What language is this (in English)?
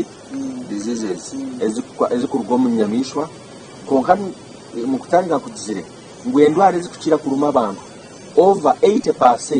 Nyankole